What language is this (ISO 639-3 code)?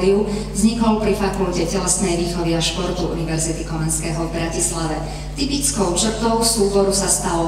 slk